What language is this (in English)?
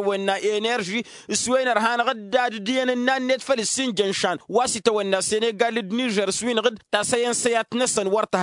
Tamasheq